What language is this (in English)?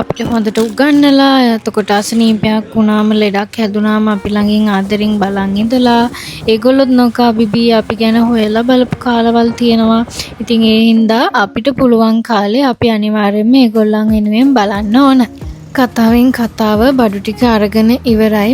Sinhala